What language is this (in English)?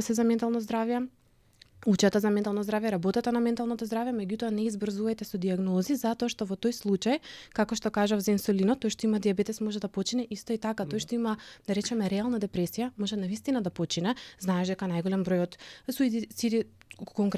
Macedonian